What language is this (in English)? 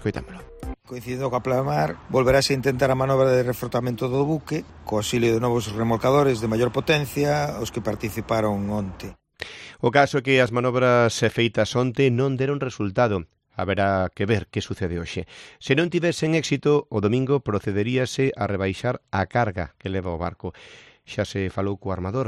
Galician